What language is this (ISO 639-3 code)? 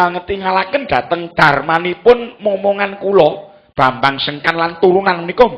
jav